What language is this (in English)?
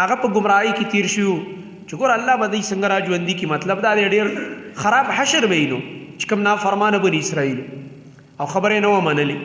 Pashto